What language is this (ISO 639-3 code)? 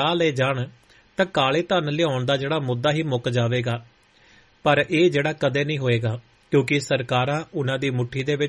pan